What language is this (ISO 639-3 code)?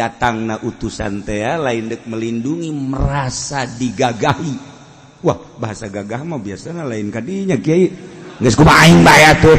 sun